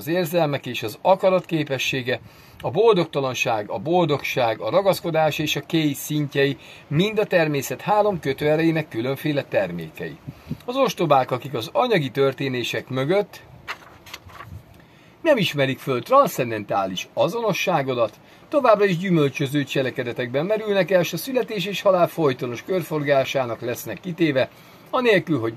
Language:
Hungarian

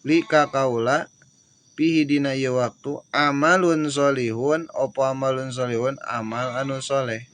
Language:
Sundanese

